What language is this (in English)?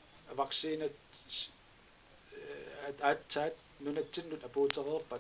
Kalaallisut